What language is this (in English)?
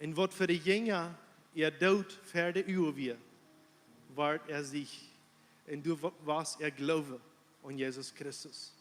Plautdietsch